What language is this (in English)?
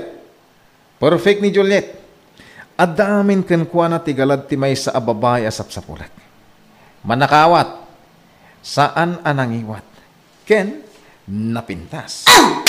Iloko